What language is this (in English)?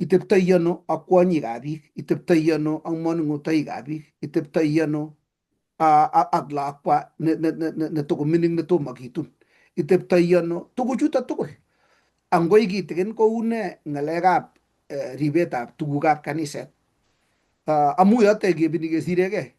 Kalenjin